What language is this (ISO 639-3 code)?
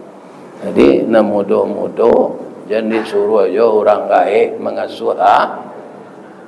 min